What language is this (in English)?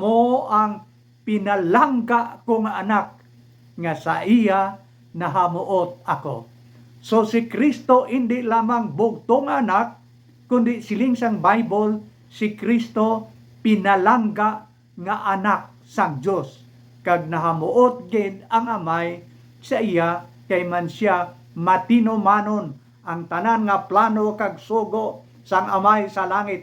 Hiligaynon